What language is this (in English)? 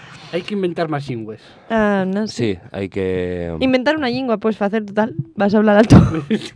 Asturian